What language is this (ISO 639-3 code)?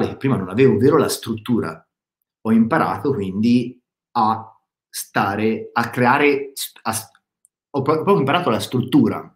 ita